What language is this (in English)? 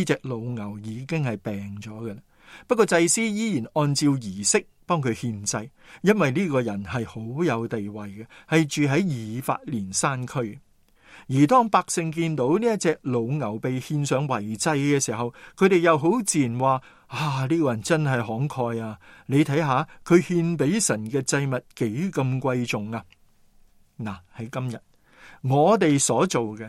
Cantonese